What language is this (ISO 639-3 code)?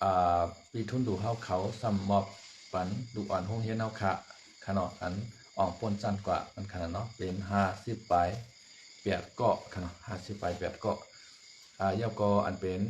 shn